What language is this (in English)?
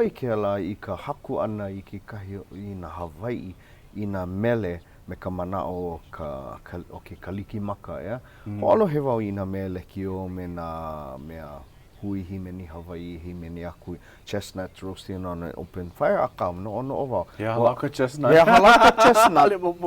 Hawaiian